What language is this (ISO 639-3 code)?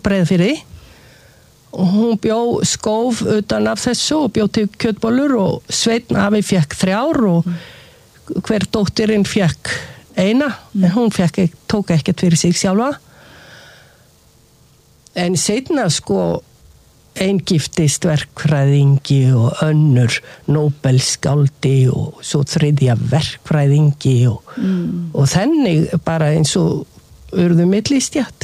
isl